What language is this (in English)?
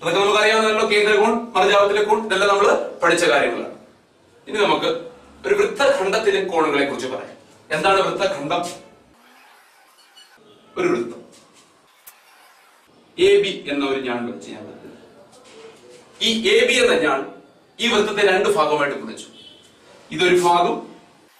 Malayalam